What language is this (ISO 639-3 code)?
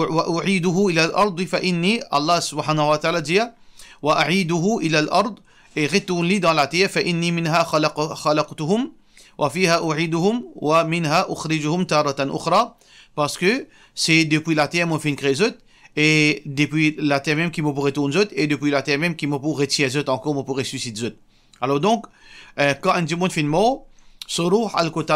mfe